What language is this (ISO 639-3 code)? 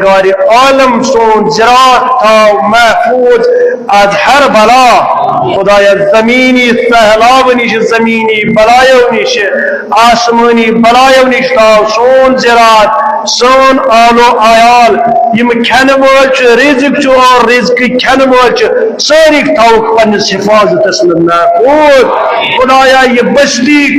kas